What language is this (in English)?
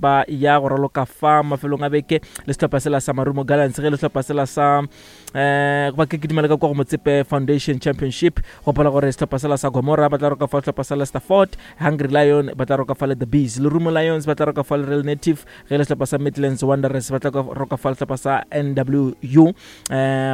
Northern Sotho